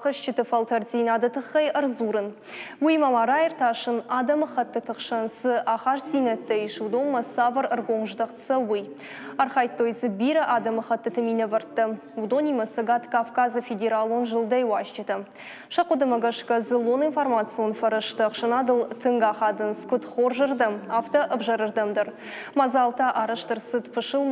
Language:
Ossetic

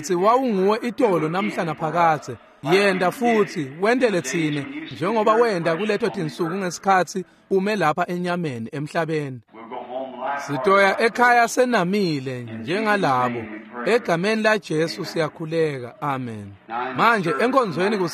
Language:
Swati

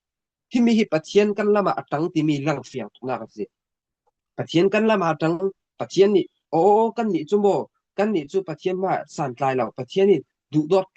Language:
Falam Chin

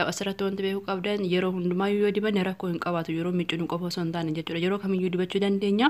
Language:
Oromo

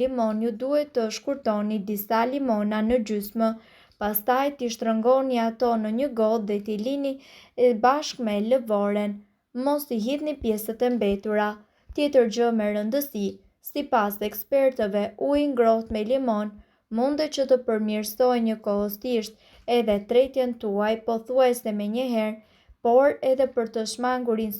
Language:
Albanian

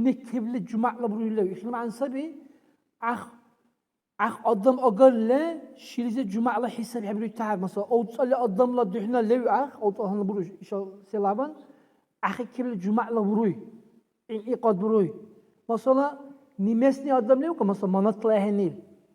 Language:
Dargwa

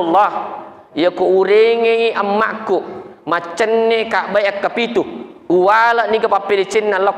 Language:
Buginese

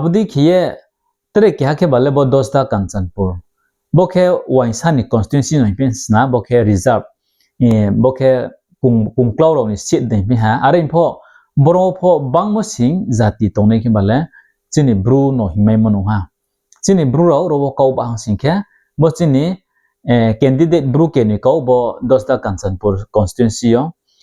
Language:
Riang (India)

